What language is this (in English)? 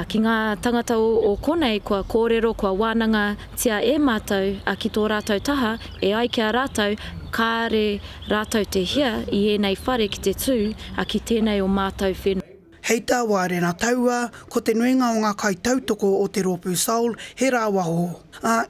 Māori